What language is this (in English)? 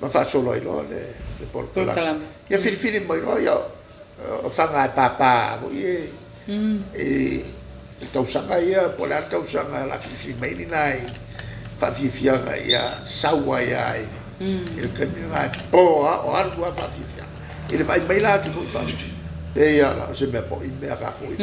Samoan